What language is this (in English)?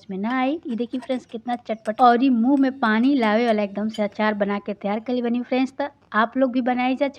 Bhojpuri